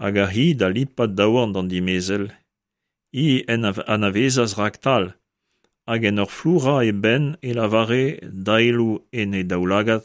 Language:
Breton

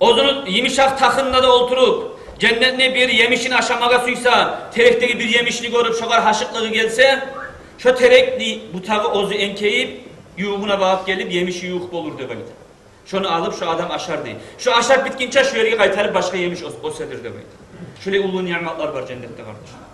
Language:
Kumyk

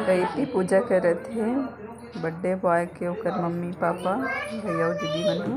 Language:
Chhattisgarhi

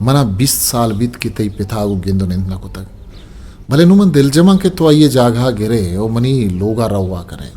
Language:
Eastern Balochi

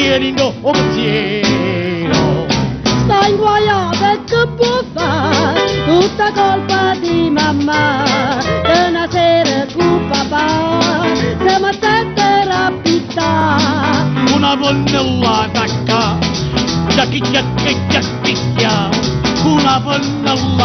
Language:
Neapolitan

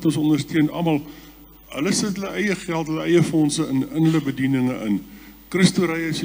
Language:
Afrikaans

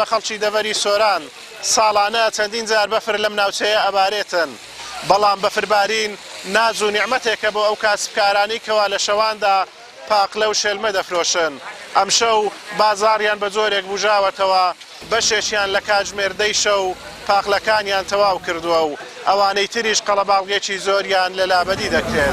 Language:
Central Kurdish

